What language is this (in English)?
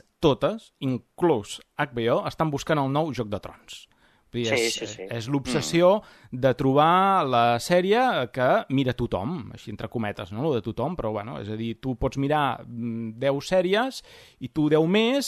Catalan